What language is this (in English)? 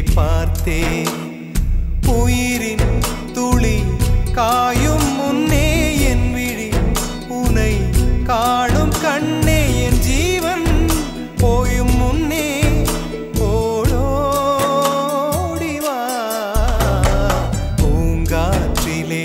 Tamil